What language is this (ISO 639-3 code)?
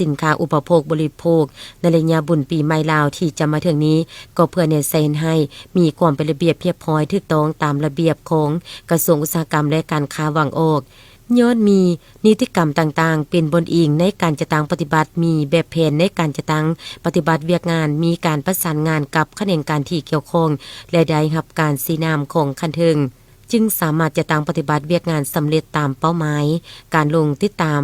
lao